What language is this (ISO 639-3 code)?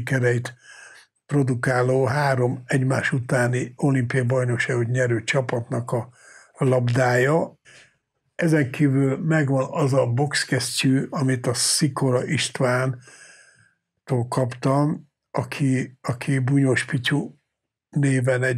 hun